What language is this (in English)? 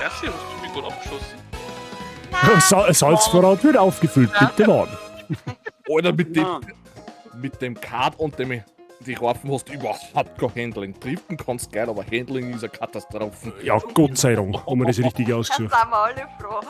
Bavarian